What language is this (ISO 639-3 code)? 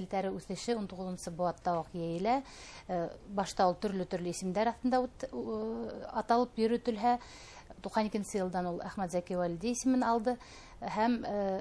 bak